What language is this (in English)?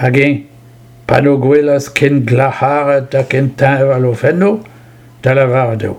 Breton